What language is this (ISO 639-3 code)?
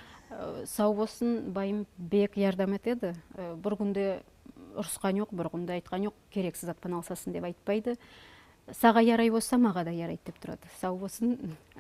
nog